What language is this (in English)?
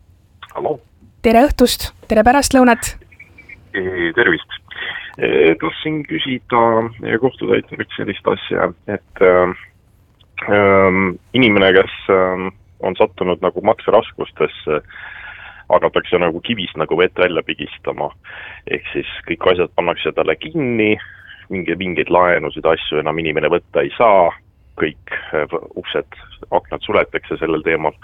Estonian